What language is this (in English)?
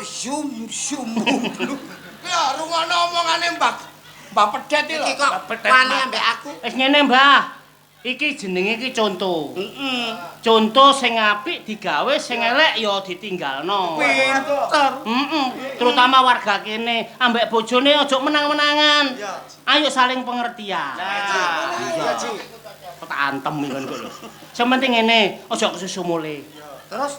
Javanese